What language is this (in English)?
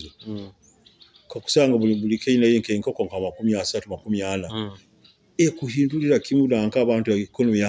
Nyoro